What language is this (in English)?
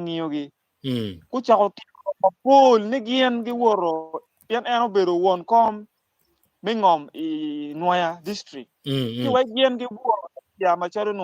Acoli